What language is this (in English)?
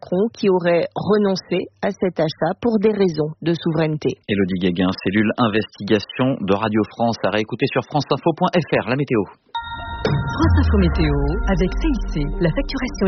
French